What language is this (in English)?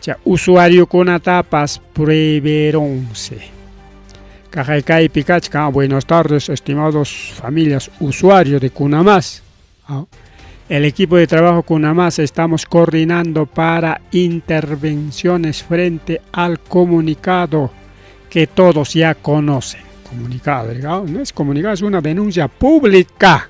Ayacucho Quechua